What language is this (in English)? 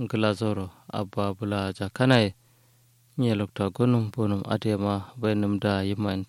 Kanuri